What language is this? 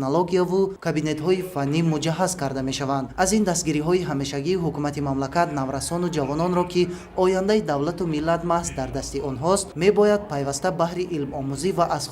Tajik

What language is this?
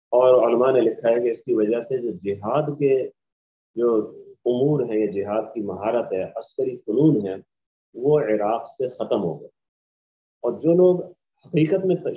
Urdu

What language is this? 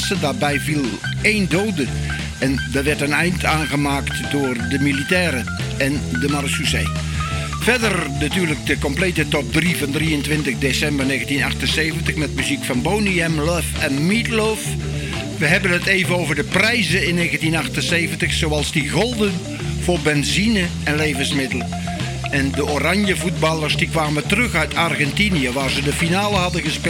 Dutch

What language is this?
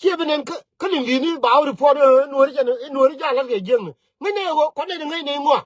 Nuer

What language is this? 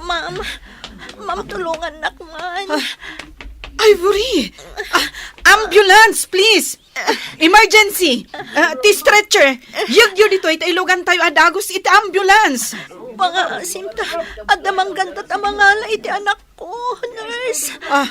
Iloko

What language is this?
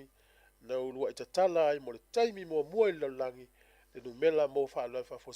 Samoan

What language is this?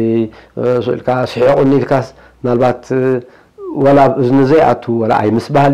Tigrinya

